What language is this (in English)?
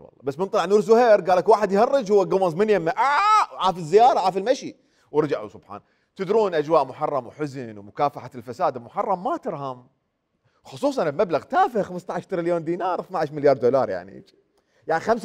Mesopotamian Arabic